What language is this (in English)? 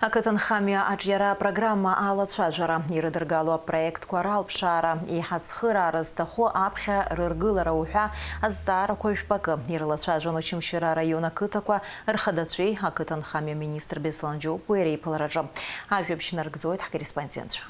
Abkhazian